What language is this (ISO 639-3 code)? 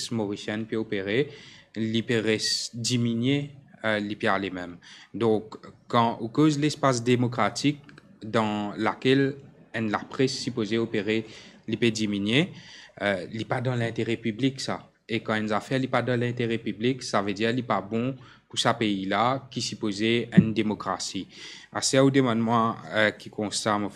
mfe